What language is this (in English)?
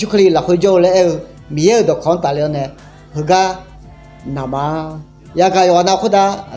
Akha